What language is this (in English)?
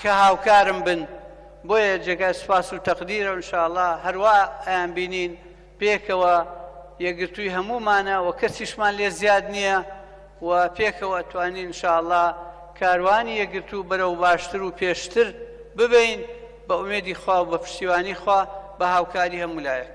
Central Kurdish